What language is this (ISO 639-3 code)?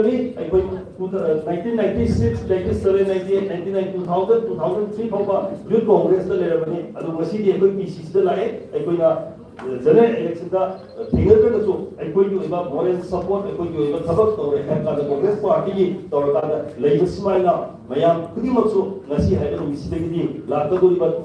mni